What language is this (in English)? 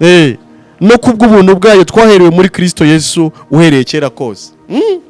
Kinyarwanda